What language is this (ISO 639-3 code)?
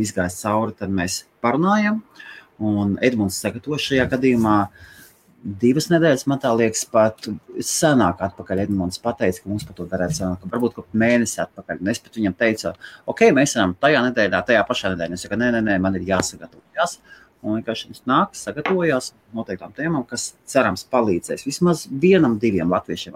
lav